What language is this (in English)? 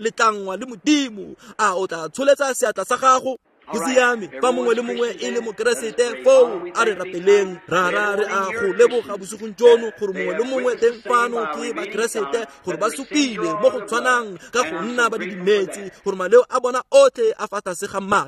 Tswana